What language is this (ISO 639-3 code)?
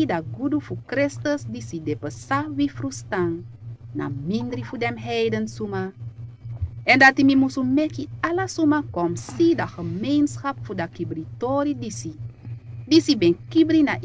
srn